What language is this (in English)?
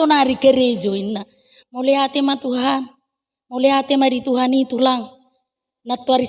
Batak Toba